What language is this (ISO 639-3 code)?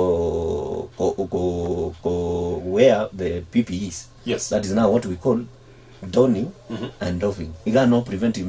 guz